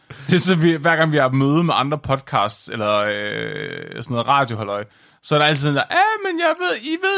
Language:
Danish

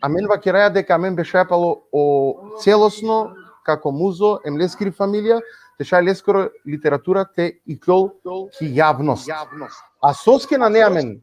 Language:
Balkan Romani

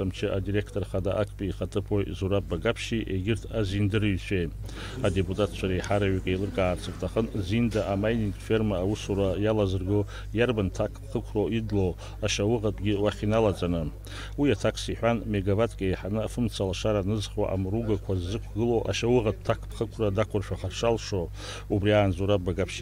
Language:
Abkhazian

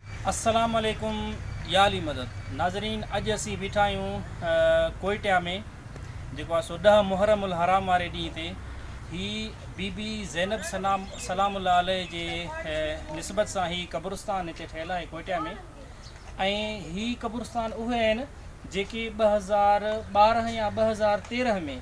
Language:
Sindhi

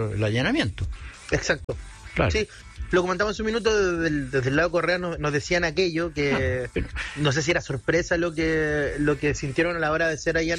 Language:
Spanish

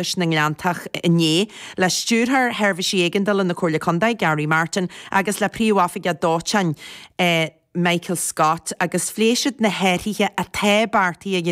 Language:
Irish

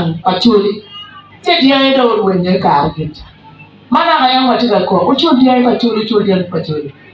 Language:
Acoli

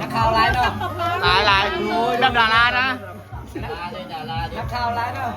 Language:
Northeastern Thai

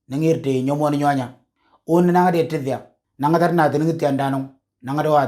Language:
Moro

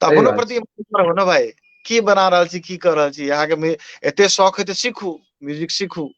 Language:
Maithili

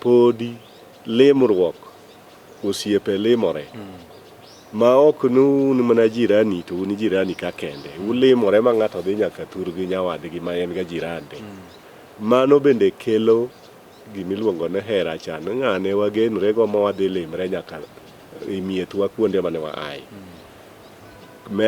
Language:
Luo (Kenya and Tanzania)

